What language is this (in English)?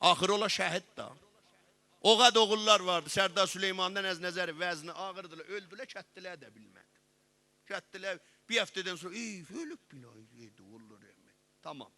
South Azerbaijani